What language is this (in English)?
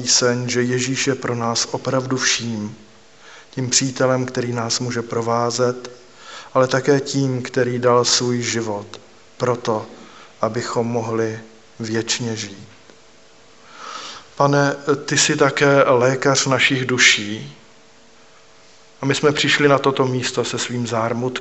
Czech